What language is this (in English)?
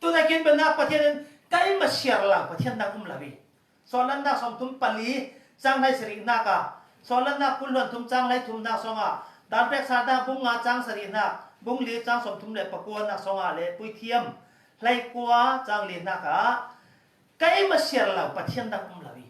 Falam Chin